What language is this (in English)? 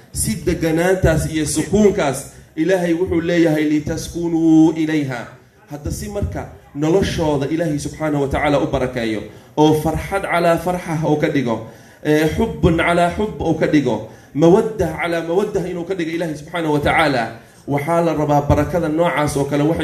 Somali